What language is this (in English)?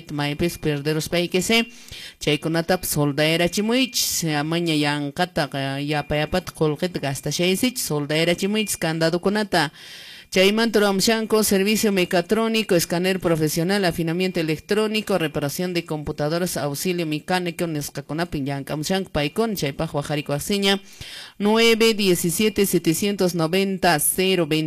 Quechua